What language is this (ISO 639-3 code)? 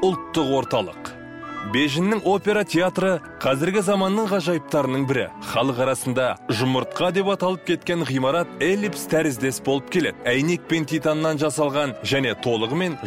kaz